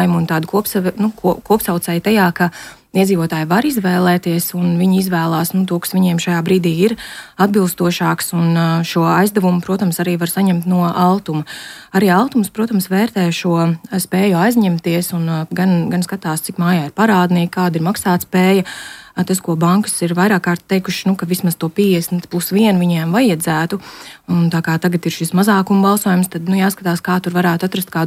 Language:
Latvian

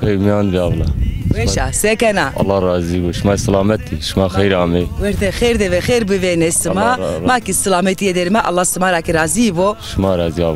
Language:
Zaza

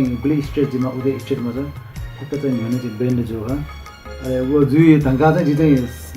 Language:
Newari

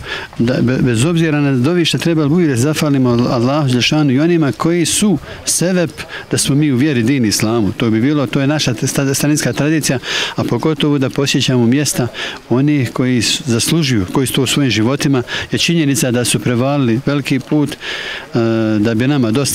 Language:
Bosnian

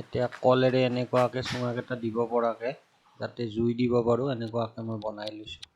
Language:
Assamese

